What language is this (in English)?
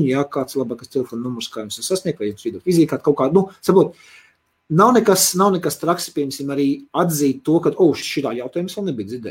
Latvian